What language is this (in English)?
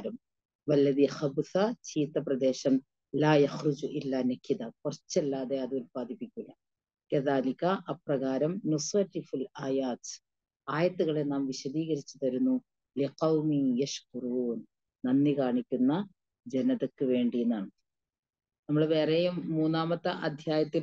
Malayalam